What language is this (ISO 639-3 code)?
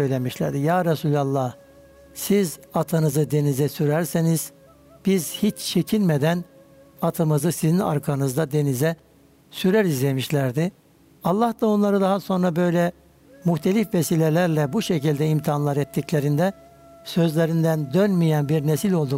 tur